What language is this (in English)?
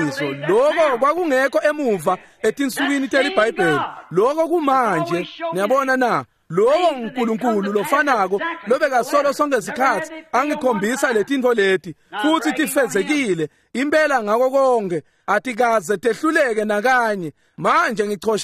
Swati